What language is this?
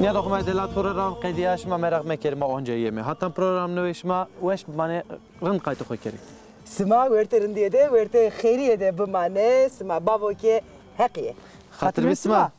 Zaza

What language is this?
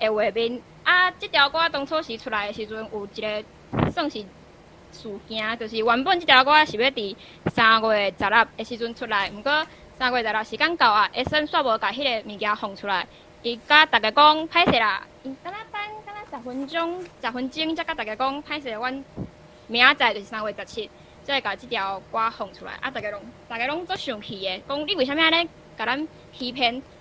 Min Nan Chinese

